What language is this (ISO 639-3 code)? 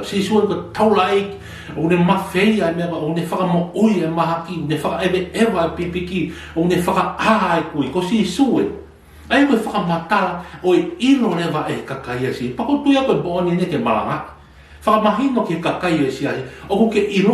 ton